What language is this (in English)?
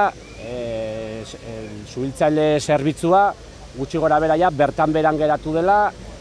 Basque